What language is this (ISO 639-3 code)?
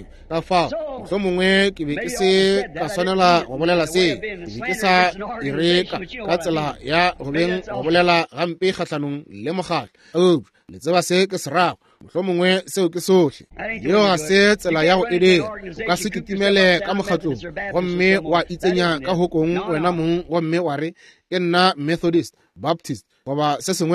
nso